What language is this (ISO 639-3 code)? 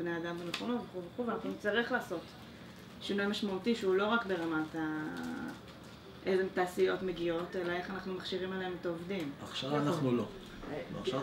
heb